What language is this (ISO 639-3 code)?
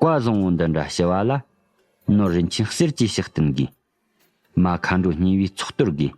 bod